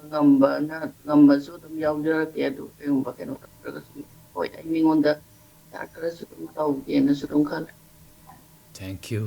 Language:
Manipuri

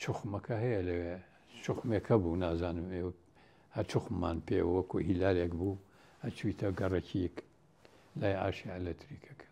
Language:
Central Kurdish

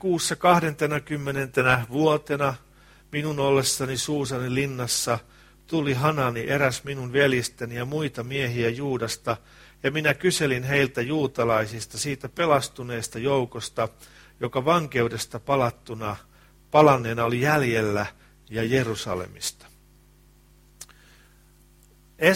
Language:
Finnish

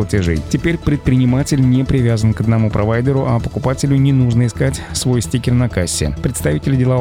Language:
Russian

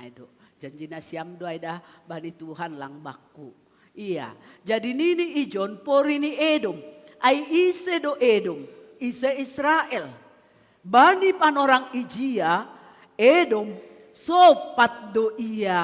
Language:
Batak Simalungun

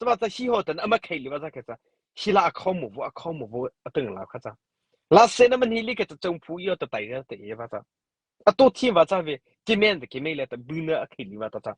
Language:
Mara Chin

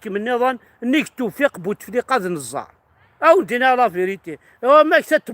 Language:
Kabyle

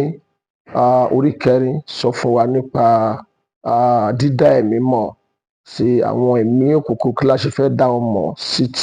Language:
Yoruba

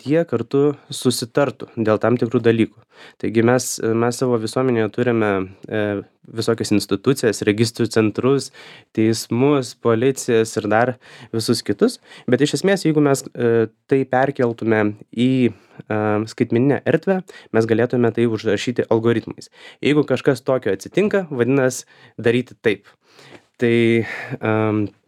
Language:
Lithuanian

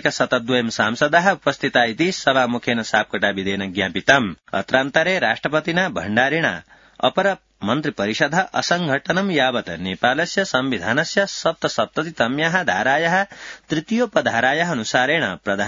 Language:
Sanskrit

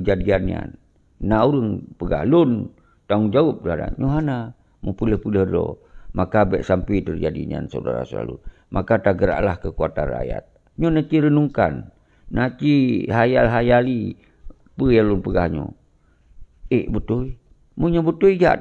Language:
Achinese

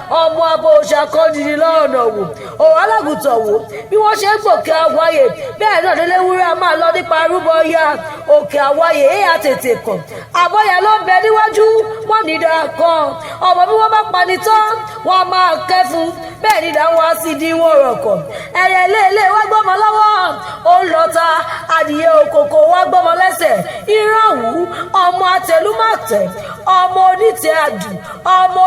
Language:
Yoruba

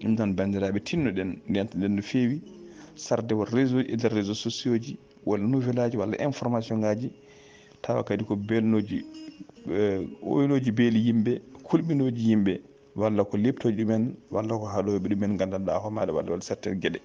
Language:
Fula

